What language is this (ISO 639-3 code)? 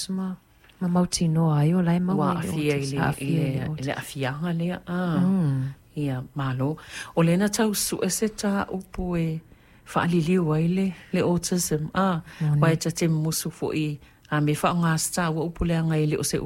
smo